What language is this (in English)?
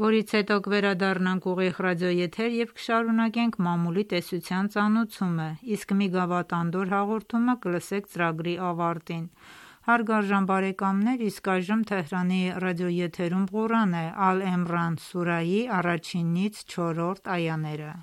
Armenian